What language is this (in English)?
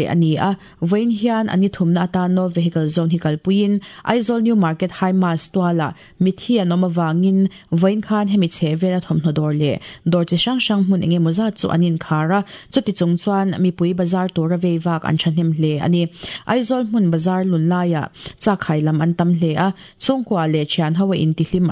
Mizo